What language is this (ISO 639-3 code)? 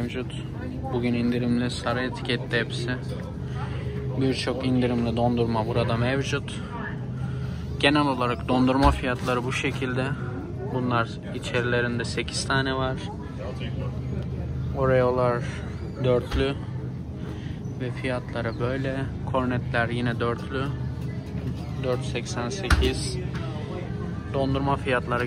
tur